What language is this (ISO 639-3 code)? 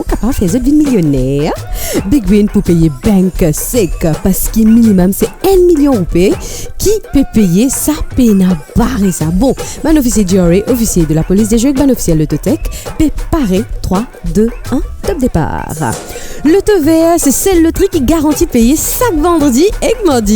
mfe